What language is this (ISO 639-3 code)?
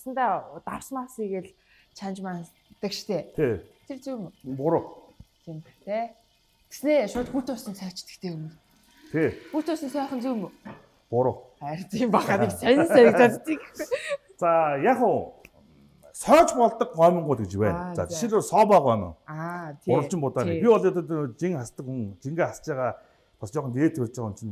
mon